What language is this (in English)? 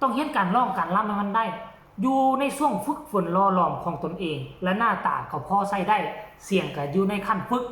Lao